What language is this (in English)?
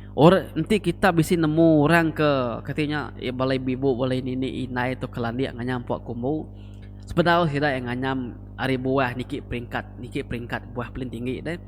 Iban